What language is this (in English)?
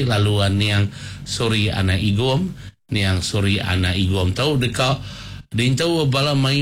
Iban